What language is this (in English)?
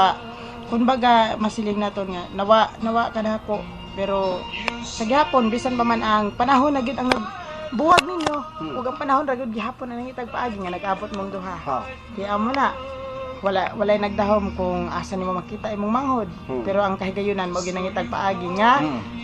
Hiligaynon